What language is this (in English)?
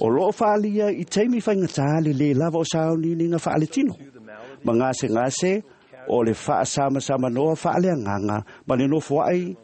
Samoan